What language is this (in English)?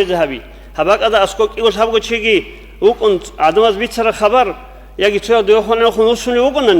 Avaric